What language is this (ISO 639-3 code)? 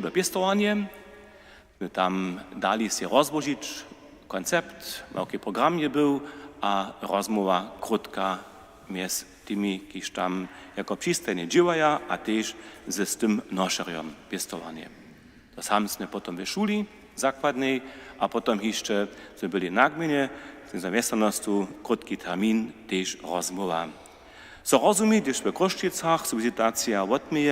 hsb